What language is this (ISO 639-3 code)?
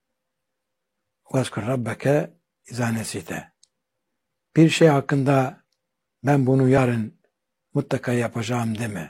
tur